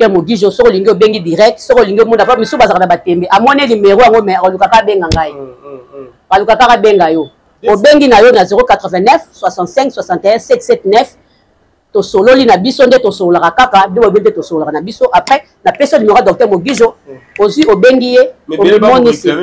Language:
Lingala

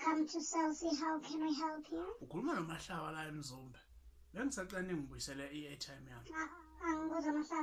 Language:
Zulu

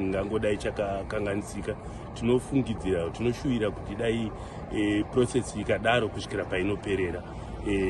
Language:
Shona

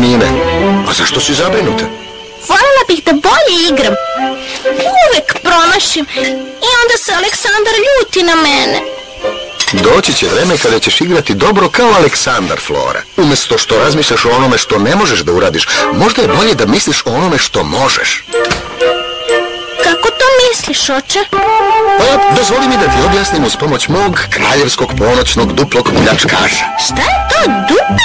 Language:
Serbian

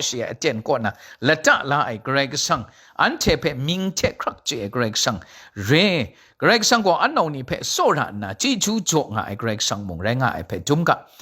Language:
Kachin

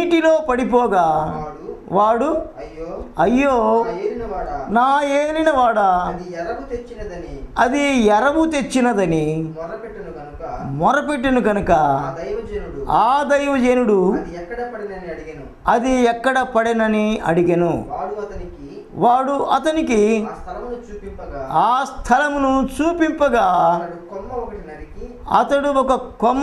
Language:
Telugu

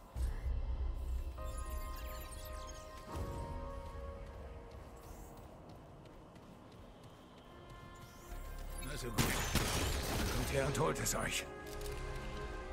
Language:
German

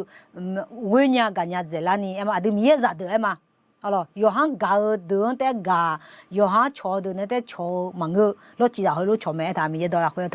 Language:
Akha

